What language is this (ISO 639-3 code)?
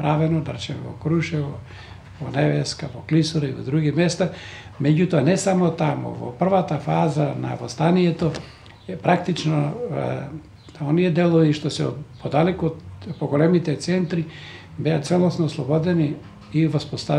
mkd